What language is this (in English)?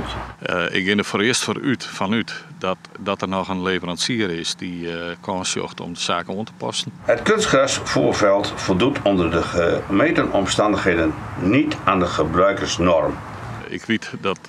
Western Frisian